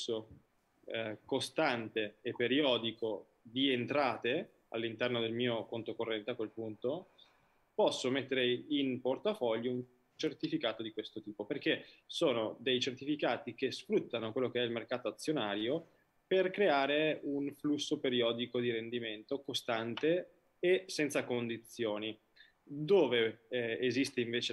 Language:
Italian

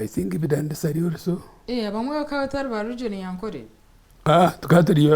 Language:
Nyankole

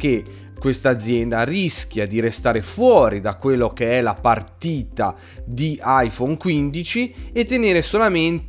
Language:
Italian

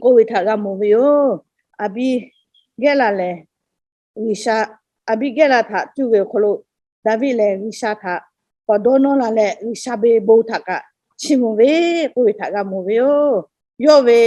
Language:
Lahu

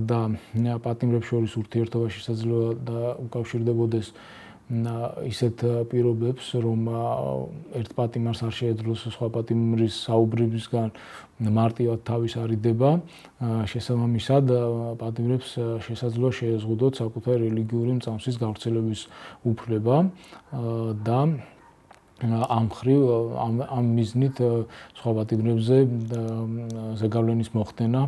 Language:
Georgian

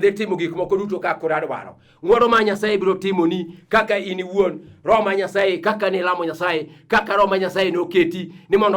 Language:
Luo (Kenya and Tanzania)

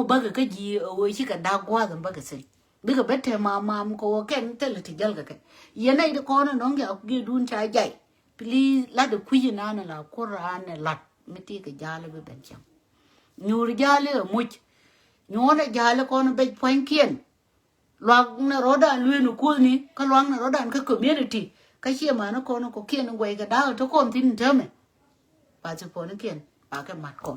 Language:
Nuer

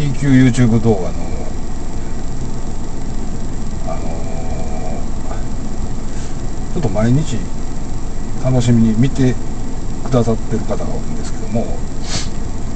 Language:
Japanese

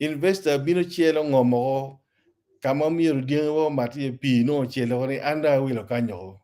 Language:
Acoli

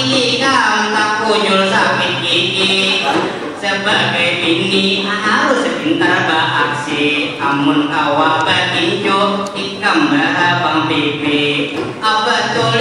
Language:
Banjar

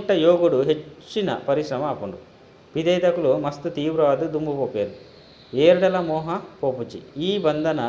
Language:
Tulu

